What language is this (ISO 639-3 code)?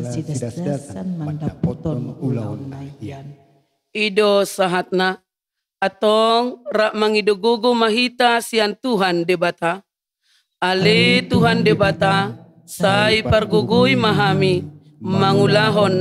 bbc